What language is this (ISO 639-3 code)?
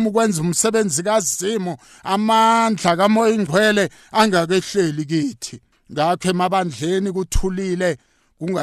nbl